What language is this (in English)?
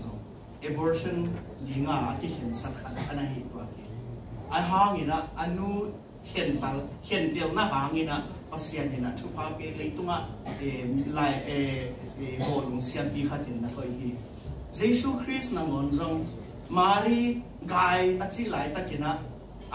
Tedim Chin